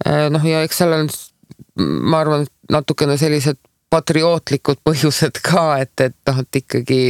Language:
Estonian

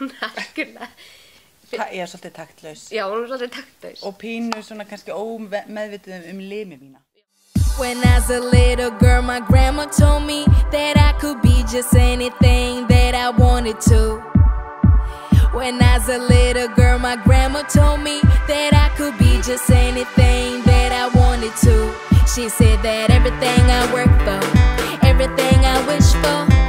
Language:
Icelandic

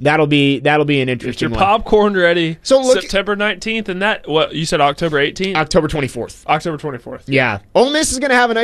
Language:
English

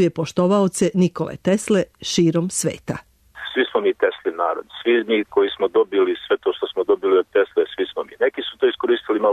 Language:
Serbian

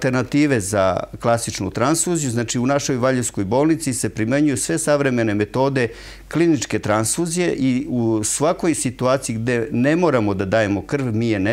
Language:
Serbian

